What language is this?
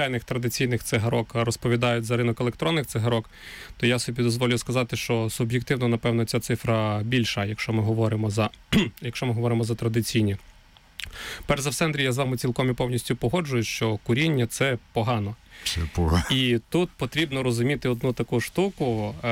Ukrainian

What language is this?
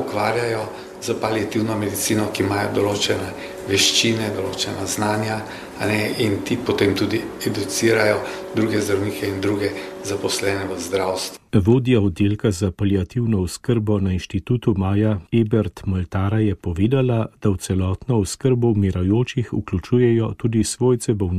Slovenian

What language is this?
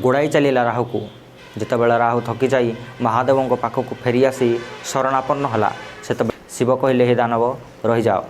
Odia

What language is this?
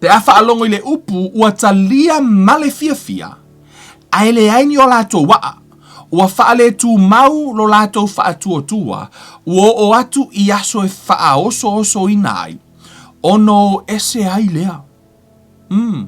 Samoan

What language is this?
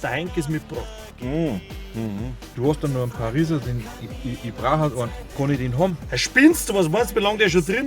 Bavarian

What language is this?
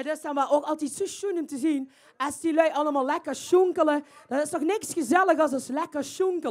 Limburgish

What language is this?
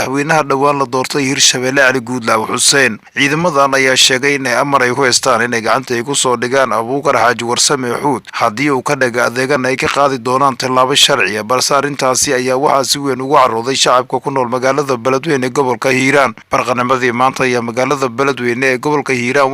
Somali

